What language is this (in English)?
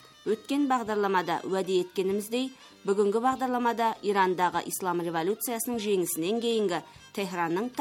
Kazakh